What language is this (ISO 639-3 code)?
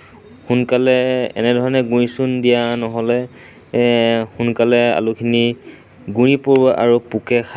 asm